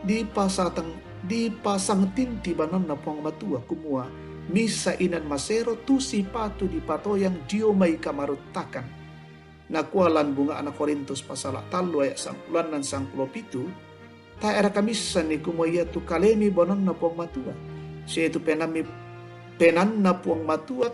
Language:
Toraja-Sa'dan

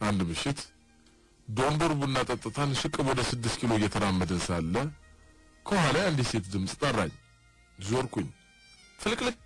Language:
Amharic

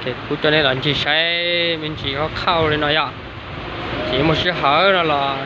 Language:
Hmong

